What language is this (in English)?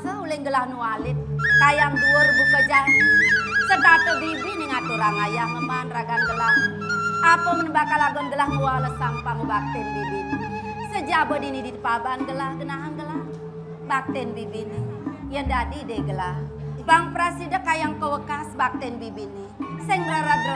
Balinese